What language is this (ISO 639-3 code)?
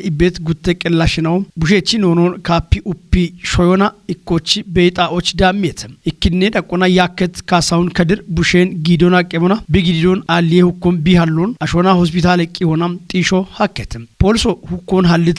kbr